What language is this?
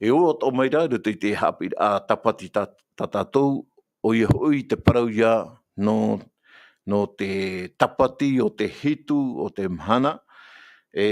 Tahitian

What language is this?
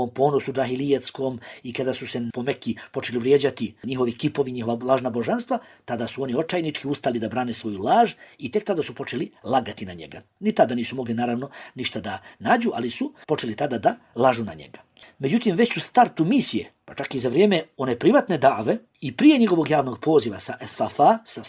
Bosnian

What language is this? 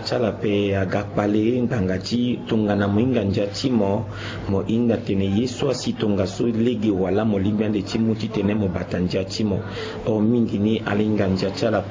Sango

